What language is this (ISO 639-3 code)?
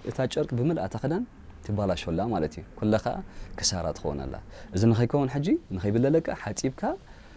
tir